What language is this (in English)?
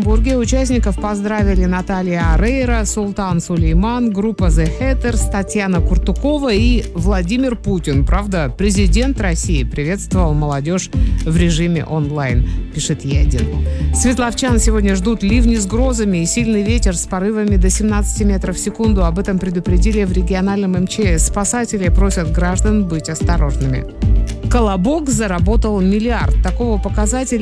Russian